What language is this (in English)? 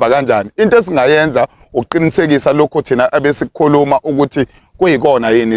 Zulu